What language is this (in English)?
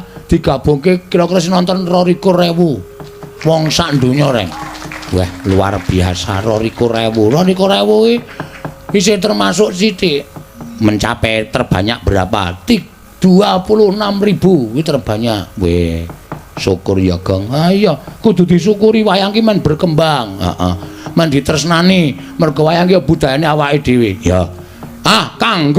Javanese